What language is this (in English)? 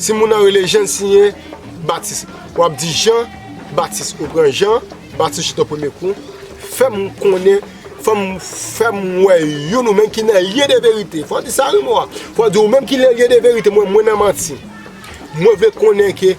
Haitian Creole